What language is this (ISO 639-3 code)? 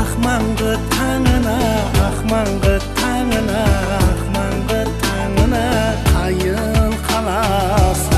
kaa